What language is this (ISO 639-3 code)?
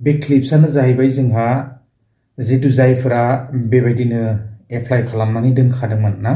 brx